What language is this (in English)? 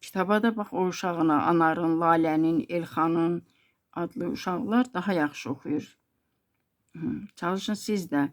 Azerbaijani